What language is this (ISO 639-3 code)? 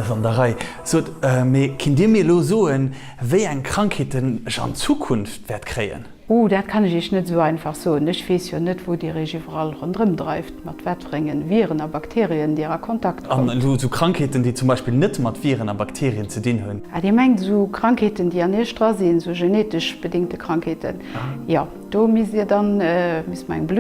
ltz